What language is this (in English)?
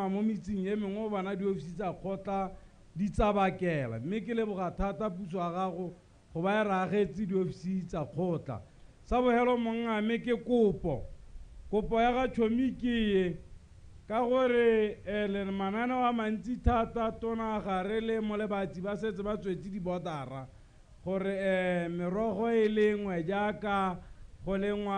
Tswana